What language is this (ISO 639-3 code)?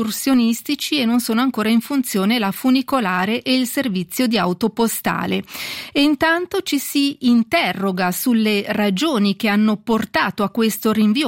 ita